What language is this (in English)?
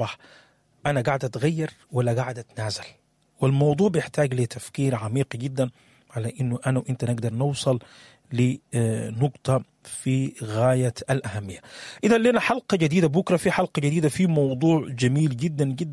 Sudanese Arabic